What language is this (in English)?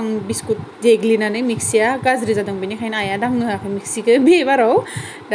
Bodo